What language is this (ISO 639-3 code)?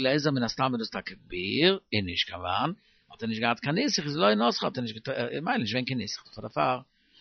yid